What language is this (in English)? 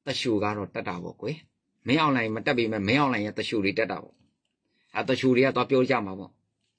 Burmese